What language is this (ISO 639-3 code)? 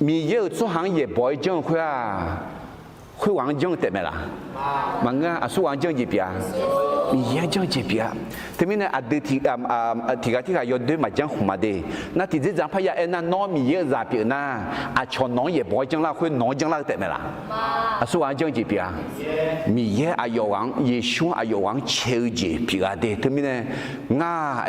ahk